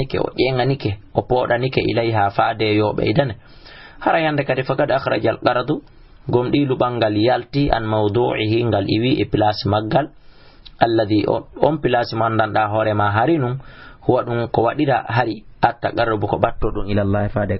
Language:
Fula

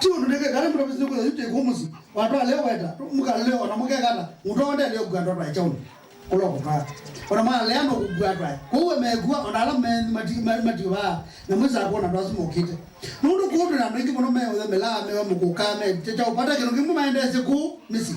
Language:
Kamba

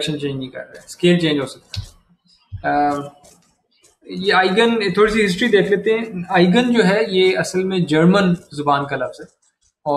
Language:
Hindi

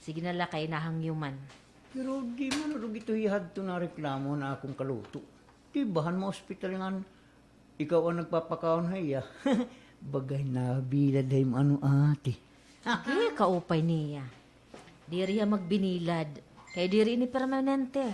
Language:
Waray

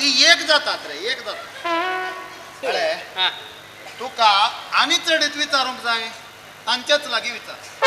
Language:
Konkani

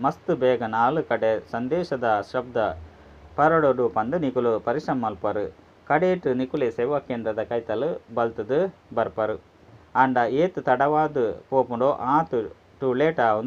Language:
Tulu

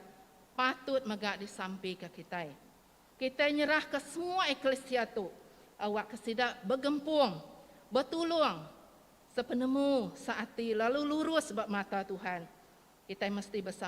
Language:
Iban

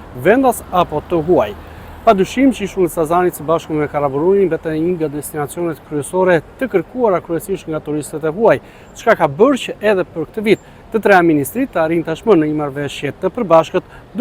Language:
Albanian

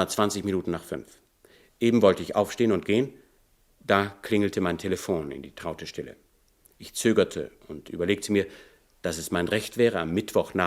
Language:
Swiss German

